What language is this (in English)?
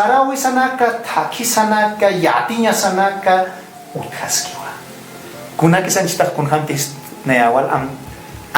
Aymara